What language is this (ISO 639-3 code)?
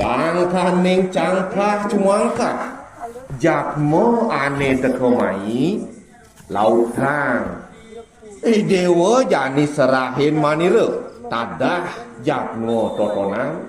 ban